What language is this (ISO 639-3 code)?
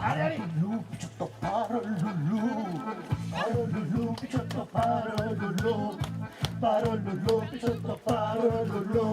oci